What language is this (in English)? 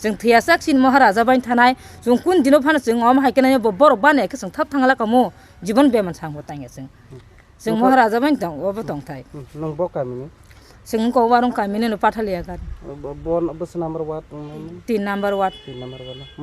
Kok Borok